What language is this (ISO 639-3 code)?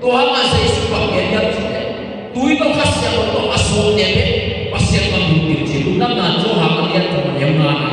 ctd